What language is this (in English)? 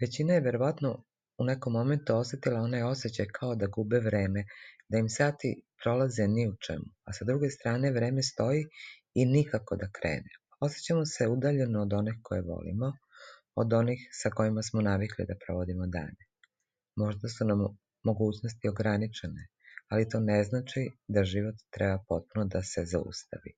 Croatian